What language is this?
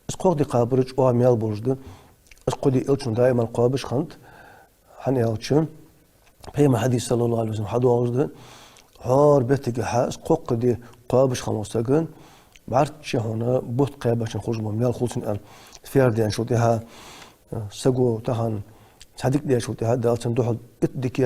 Ingush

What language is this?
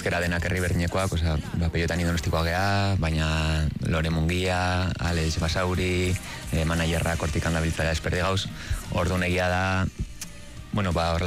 Basque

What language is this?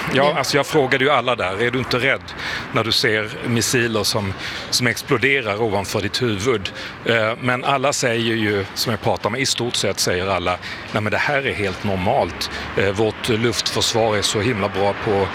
Swedish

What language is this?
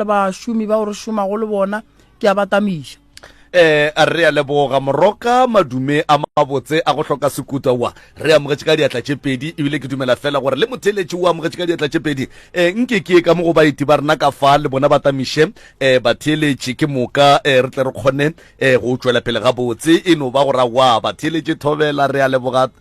Northern Sotho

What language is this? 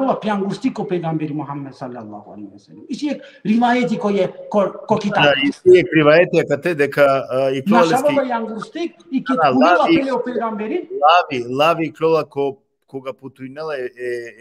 Balkan Romani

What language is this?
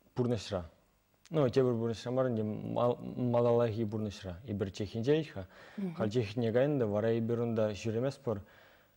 Chuvash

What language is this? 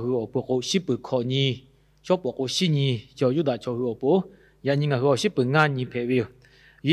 Lahu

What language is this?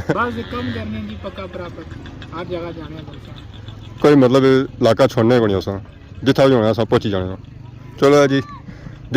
Pahari-Potwari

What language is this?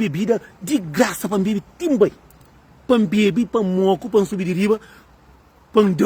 Kabuverdianu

